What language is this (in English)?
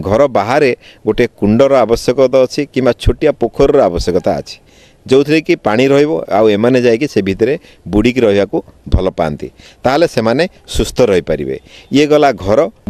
Odia